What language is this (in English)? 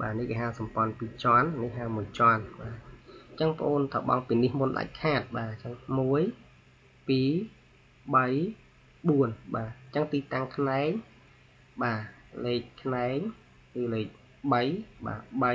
Khmer